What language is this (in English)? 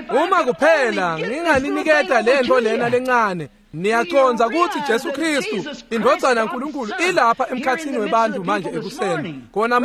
Swati